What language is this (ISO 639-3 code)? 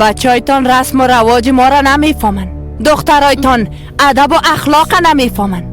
fas